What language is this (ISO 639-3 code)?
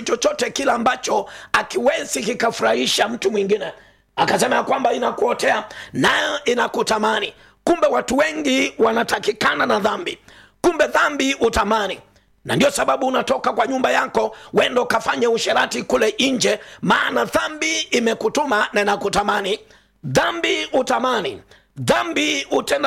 swa